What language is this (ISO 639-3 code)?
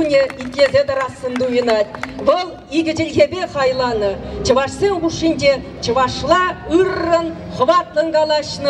chv